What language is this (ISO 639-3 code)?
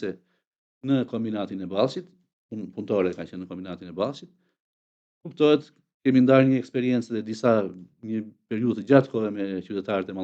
sqi